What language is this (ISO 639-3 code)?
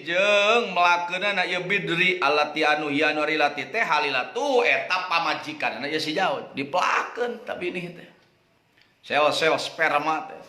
sun